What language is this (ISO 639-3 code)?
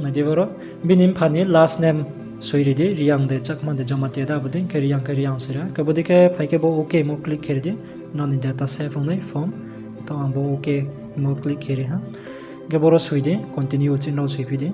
ria